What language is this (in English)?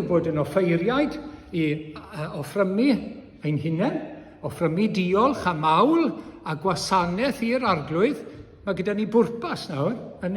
Welsh